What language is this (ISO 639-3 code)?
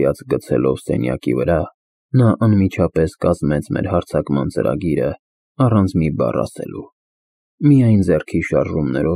hye